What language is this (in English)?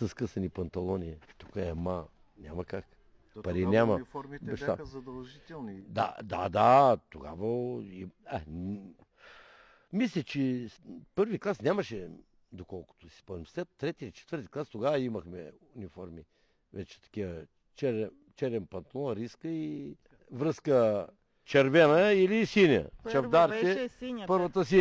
Bulgarian